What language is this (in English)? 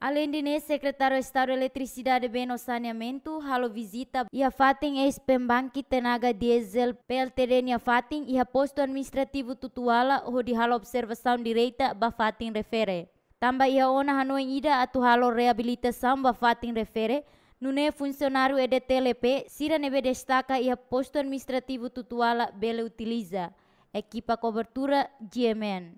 Tetum